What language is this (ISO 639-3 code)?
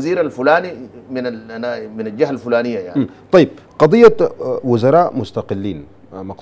ara